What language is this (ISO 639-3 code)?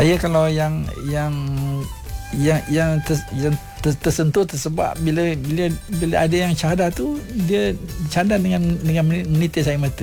msa